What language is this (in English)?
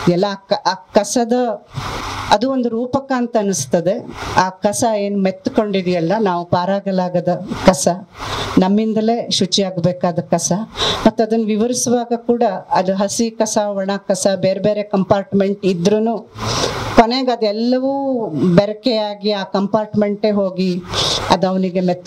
Kannada